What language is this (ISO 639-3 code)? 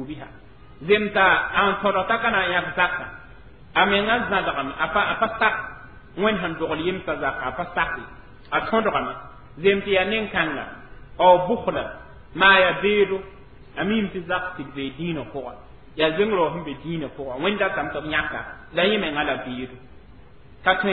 mos